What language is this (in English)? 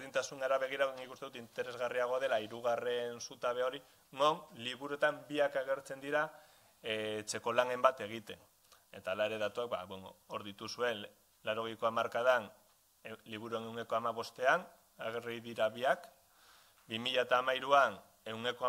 Basque